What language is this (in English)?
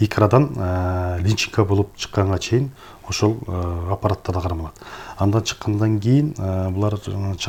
Kyrgyz